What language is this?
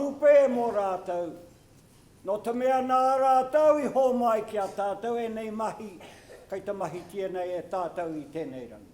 Māori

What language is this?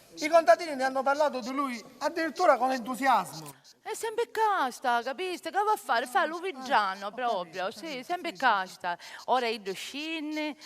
Sicilian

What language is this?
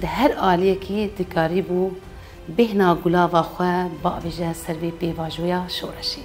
Kurdish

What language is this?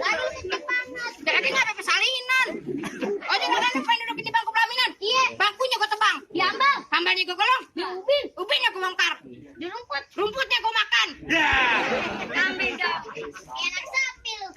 Betawi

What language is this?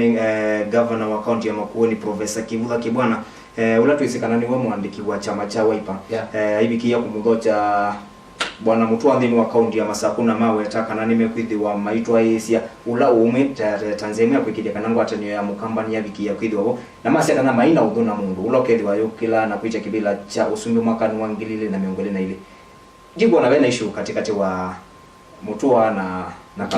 Kamba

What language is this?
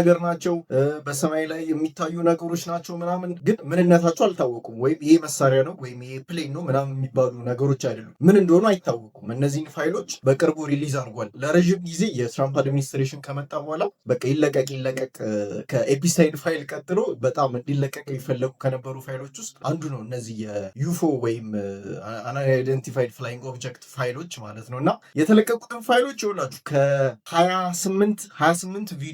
Amharic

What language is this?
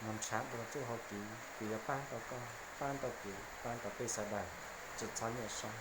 Hmong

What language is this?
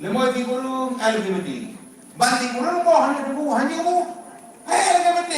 Achinese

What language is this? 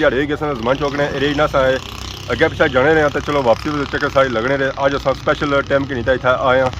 Pahari-Potwari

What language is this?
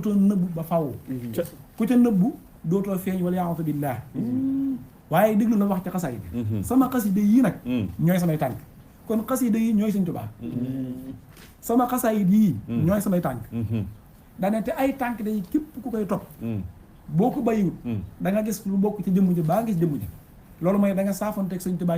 Wolof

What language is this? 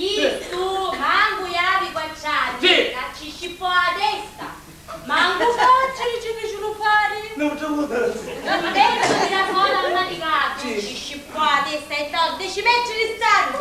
Sicilian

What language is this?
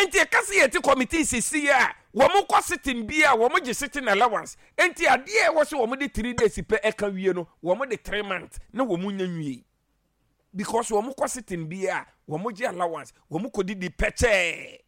Akan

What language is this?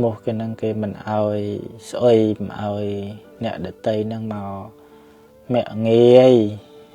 Khmer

